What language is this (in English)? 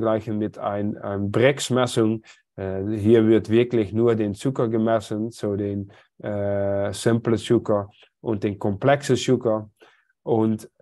German